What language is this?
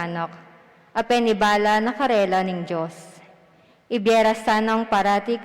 Pampanga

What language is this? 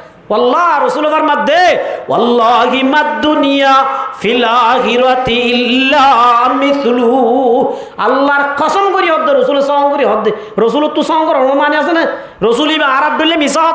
Rohingya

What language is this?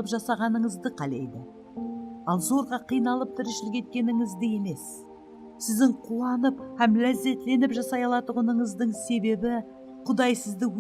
Kara-Kalpak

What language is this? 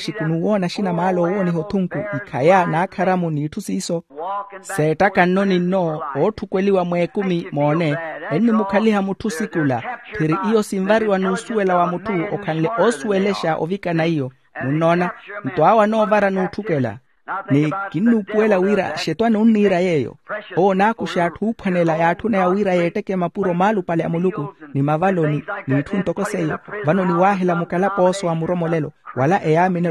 Makhuwa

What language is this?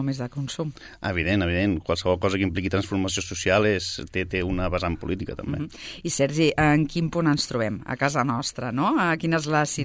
Catalan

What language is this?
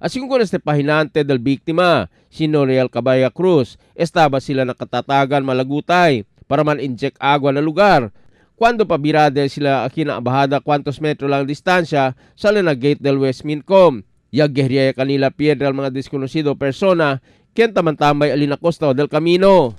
Chavacano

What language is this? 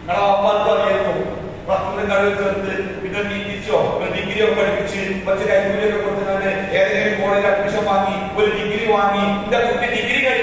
Malayalam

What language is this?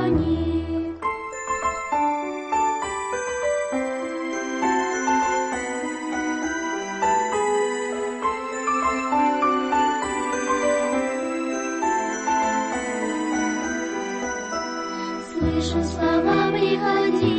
Russian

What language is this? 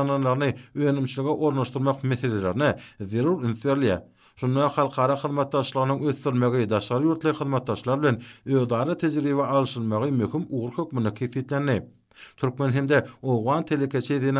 Turkmen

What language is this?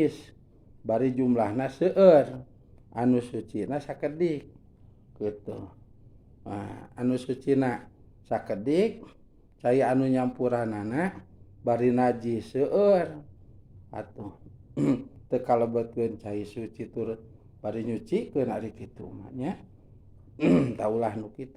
Sundanese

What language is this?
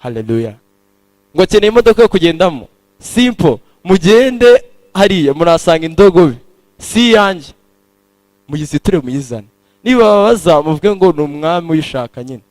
Kinyarwanda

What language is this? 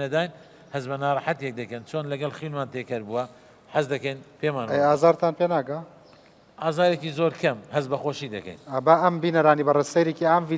Central Kurdish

